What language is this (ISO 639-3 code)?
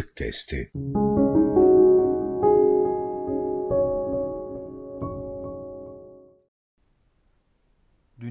tur